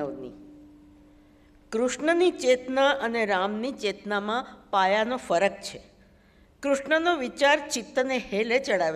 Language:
Gujarati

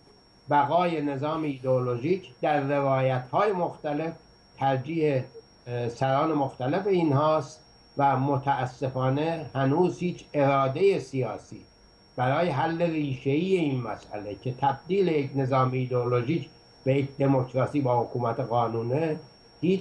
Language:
Persian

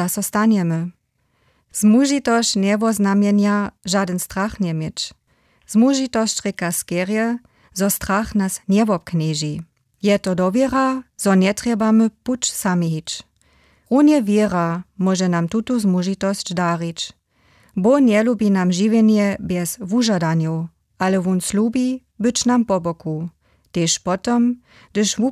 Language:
Upper Sorbian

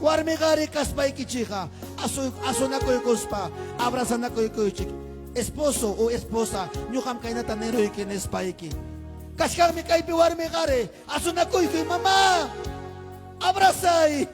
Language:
Ayacucho Quechua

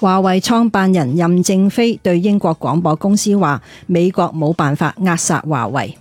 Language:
Cantonese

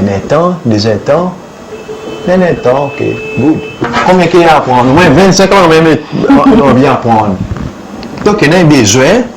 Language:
Seselwa Creole French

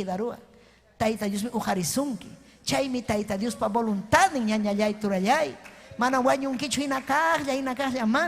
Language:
Ayacucho Quechua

